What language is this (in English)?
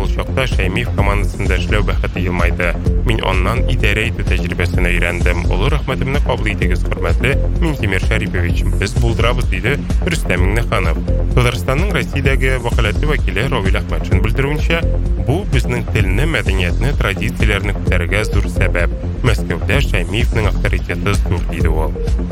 Tatar